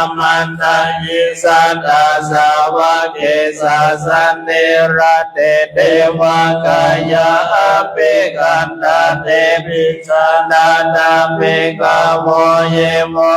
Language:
Pali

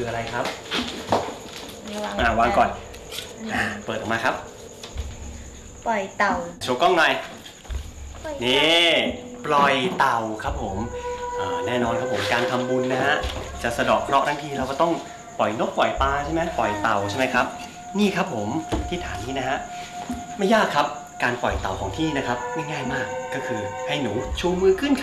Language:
Thai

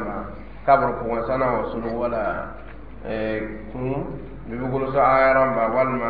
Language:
Mossi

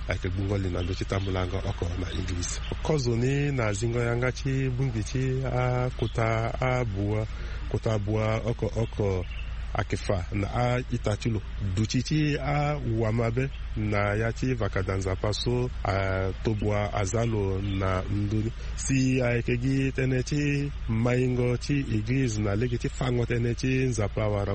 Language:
Sango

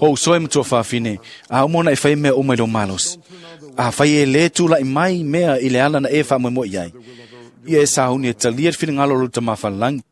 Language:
Samoan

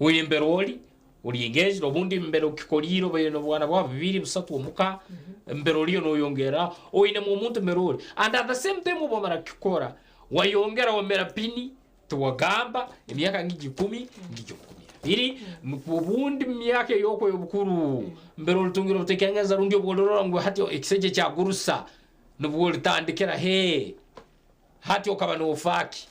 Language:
Nyankole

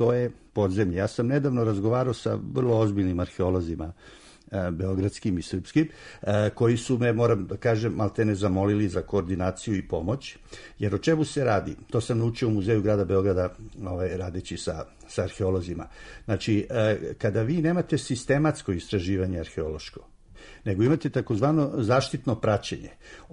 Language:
Serbian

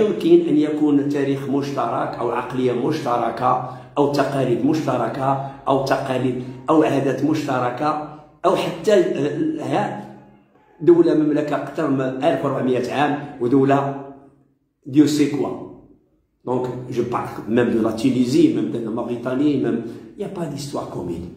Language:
Arabic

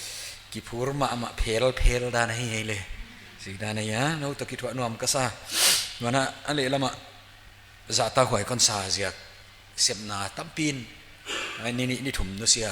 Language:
Paite Chin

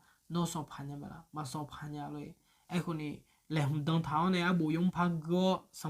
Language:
Akha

